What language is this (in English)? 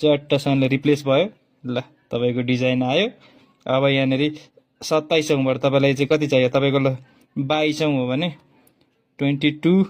Nepali